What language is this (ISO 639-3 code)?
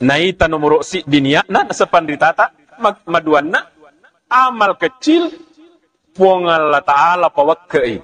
bug